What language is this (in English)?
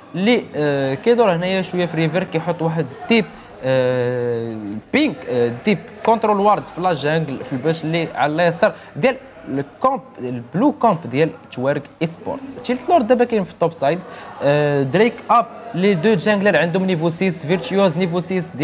Moroccan Arabic